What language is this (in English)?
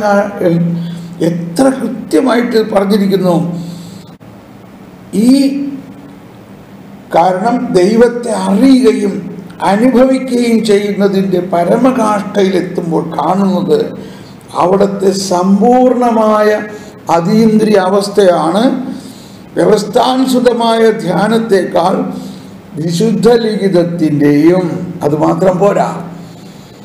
Malayalam